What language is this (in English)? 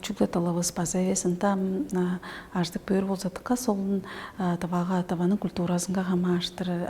Tuvinian